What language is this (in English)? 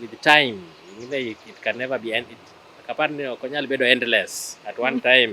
Luo (Kenya and Tanzania)